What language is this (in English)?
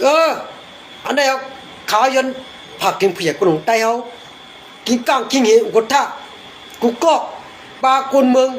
Shan